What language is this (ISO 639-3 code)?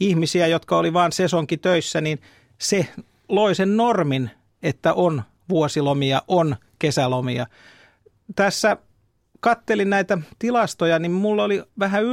fin